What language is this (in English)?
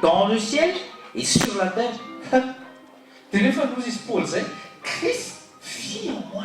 Malagasy